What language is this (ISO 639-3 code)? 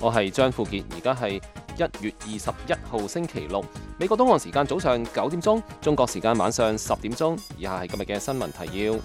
yue